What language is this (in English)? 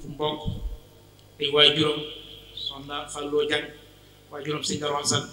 Wolof